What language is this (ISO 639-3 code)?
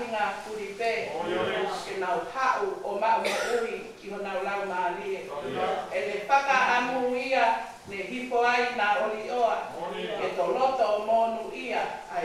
ton